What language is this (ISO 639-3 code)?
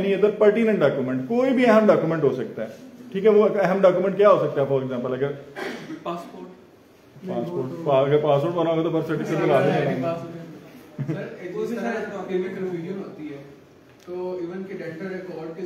hin